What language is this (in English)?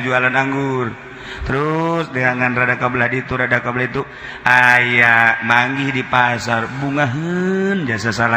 Sundanese